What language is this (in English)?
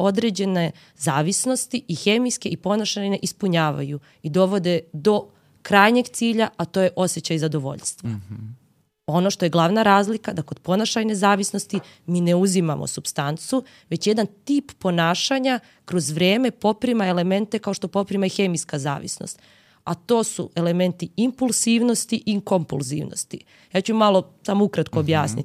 Serbian